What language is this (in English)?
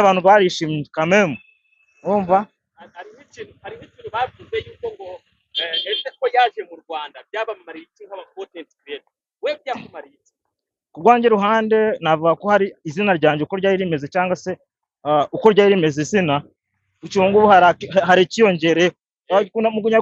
Kinyarwanda